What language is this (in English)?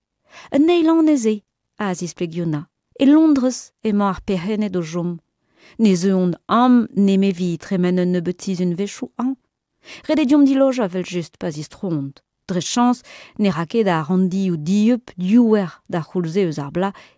Breton